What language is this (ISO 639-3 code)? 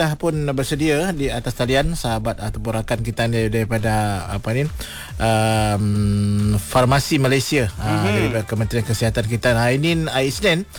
msa